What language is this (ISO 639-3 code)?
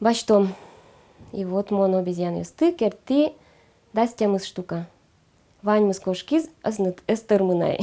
udm